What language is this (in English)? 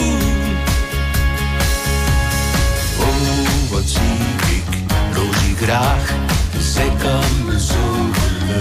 Dutch